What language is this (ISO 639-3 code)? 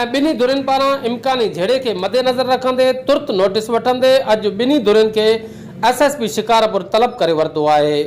snd